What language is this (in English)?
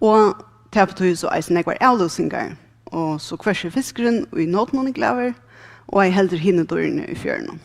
Faroese